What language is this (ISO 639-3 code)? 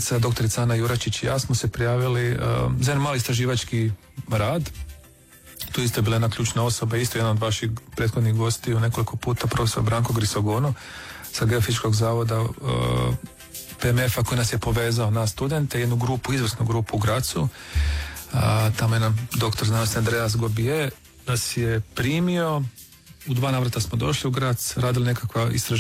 hrv